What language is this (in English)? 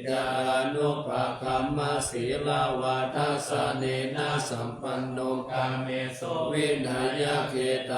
Pali